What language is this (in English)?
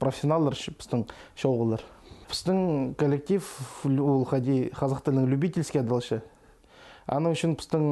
Khakas